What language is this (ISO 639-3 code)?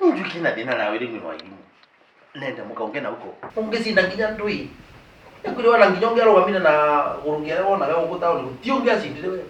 kik